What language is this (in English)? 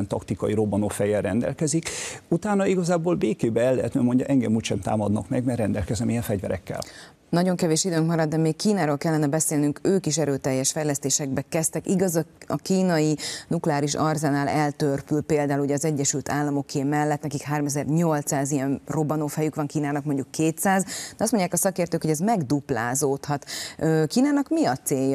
Hungarian